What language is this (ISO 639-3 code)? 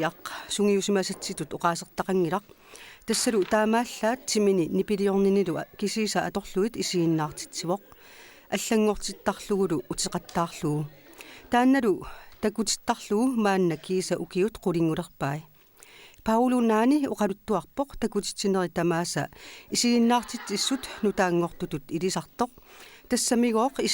kal